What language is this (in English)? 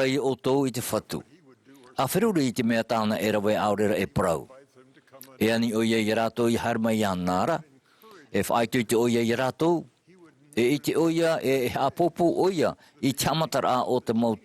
Tahitian